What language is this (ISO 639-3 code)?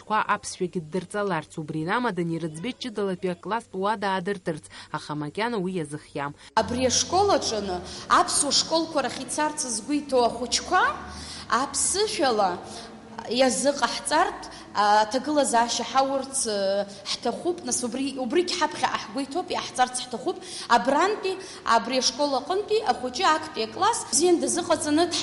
abk